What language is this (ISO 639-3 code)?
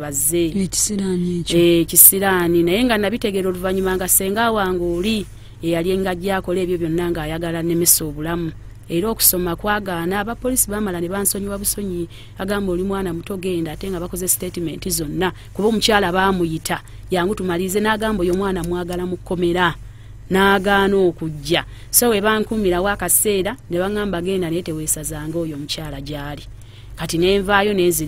lug